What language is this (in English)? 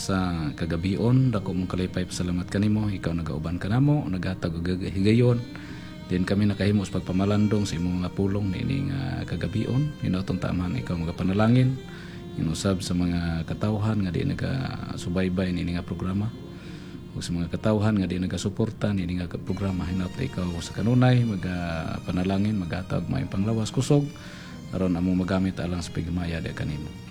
Cebuano